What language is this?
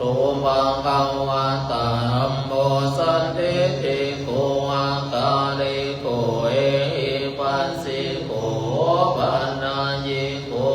Pali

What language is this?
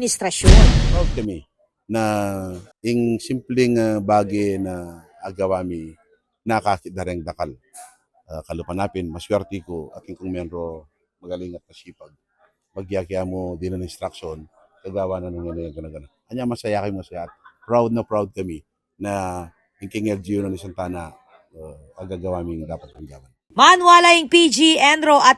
Pampanga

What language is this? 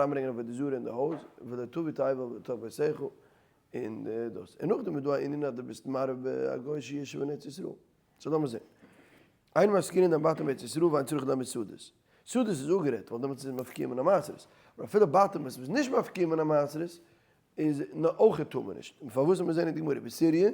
Yiddish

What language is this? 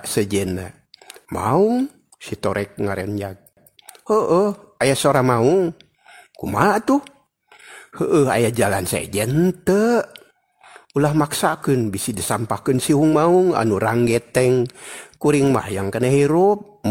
Sundanese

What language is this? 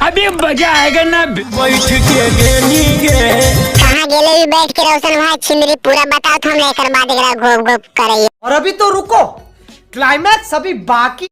Magahi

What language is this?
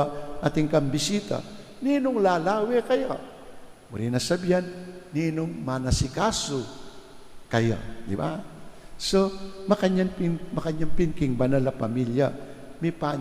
Pampanga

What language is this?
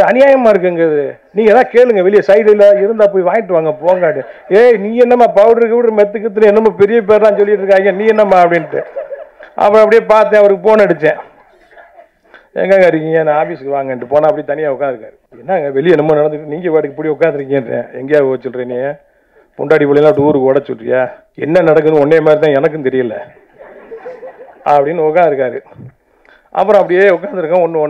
Tamil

